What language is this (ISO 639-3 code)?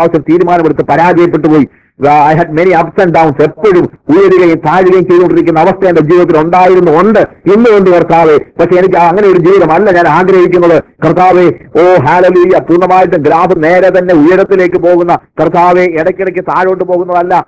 mal